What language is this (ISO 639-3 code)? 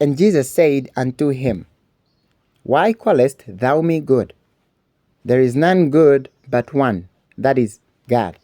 eng